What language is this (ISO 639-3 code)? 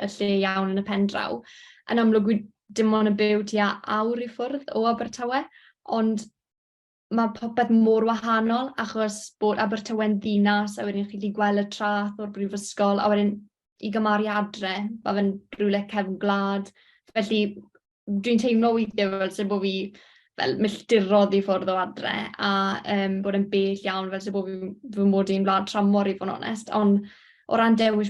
cym